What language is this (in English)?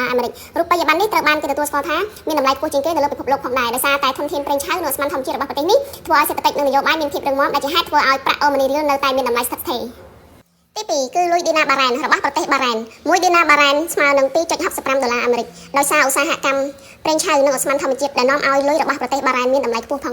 Khmer